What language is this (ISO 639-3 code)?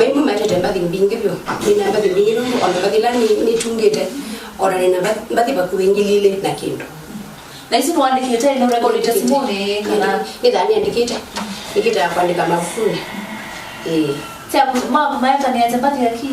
kam